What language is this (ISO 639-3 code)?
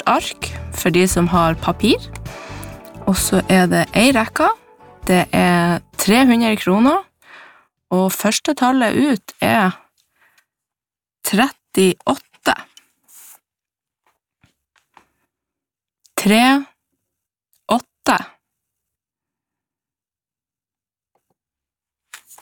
nor